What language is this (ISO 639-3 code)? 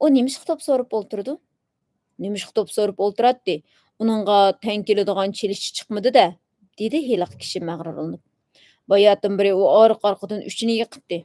uig